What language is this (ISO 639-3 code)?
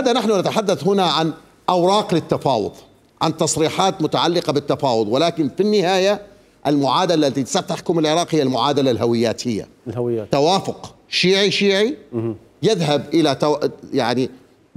acm